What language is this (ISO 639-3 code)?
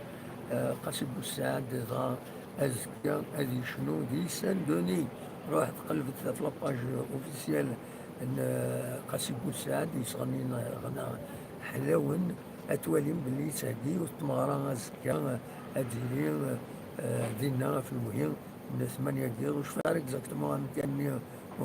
kab